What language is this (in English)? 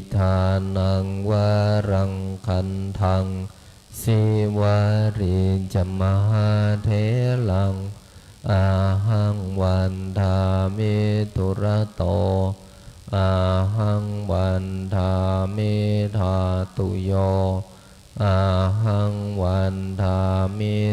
Pali